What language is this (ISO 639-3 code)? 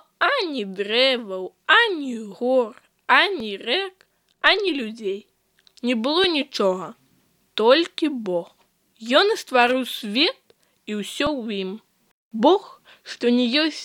bel